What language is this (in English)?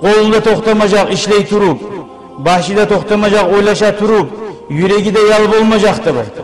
Kumyk